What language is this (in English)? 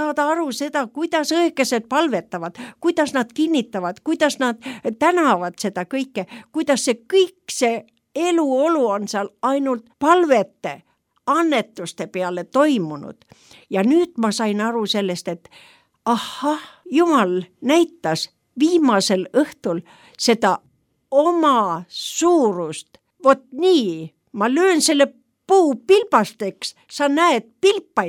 Estonian